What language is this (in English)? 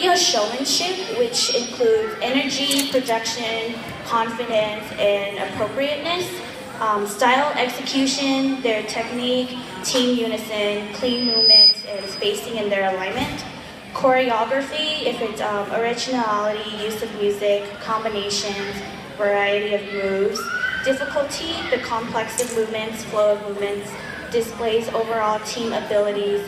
Hmong